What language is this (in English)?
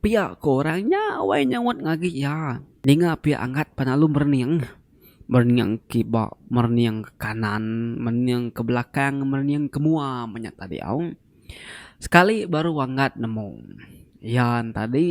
Iban